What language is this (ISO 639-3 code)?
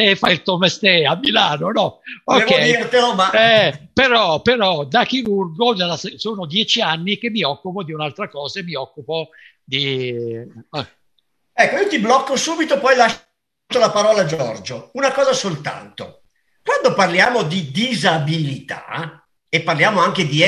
ita